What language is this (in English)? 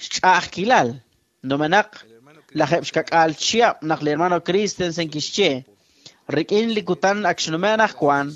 Kekchí